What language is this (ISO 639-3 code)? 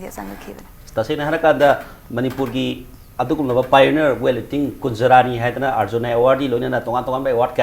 mni